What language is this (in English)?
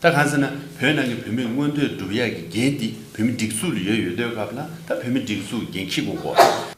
Tibetan